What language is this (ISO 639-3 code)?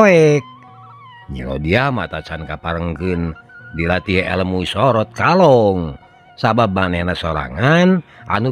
sun